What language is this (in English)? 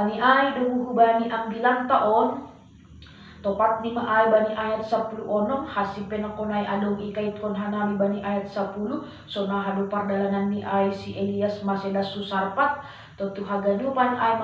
Batak Simalungun